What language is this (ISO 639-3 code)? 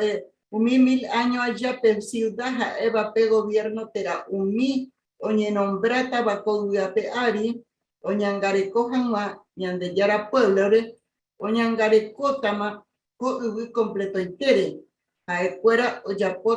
grn